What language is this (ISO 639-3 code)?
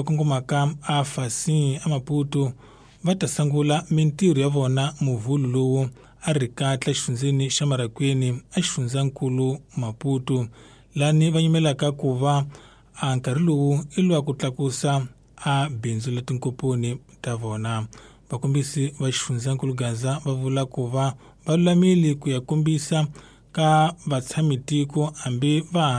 tso